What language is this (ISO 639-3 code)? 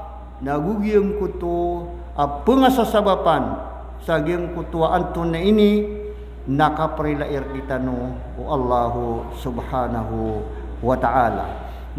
mrw